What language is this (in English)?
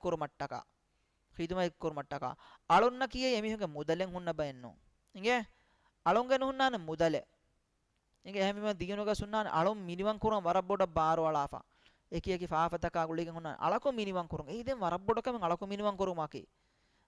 Divehi